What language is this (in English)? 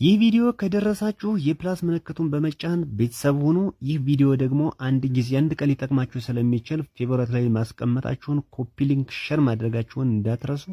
Amharic